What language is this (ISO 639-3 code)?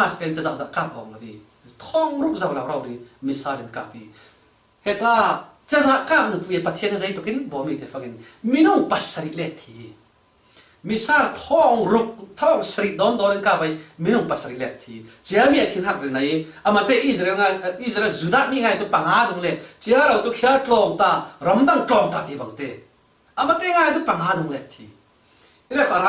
cfm